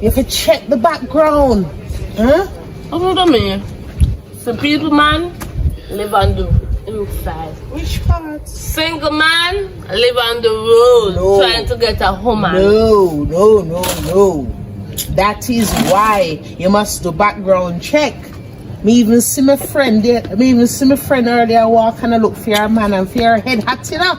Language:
Jamaican Creole English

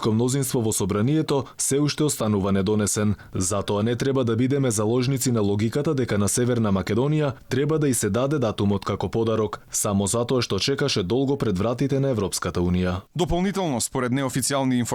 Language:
Macedonian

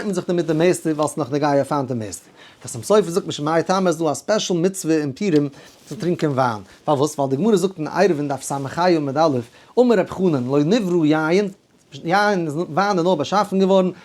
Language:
Yiddish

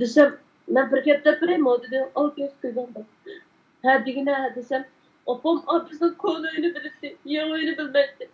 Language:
Uyghur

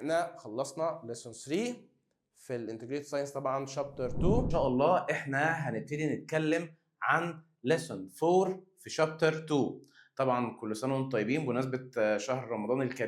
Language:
Egyptian Arabic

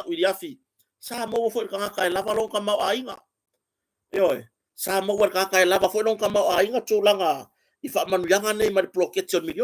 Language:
Samoan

